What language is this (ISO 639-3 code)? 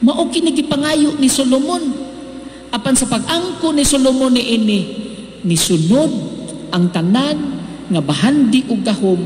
ceb